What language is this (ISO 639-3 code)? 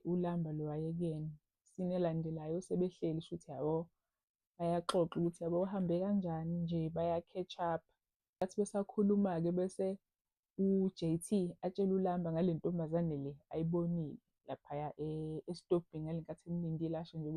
zul